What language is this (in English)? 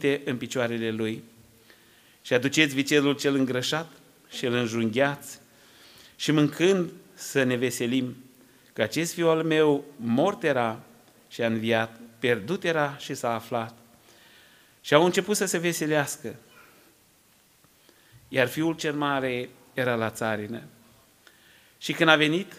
Romanian